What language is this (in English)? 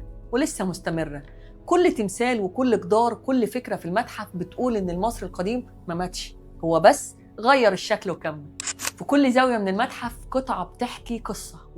Egyptian Arabic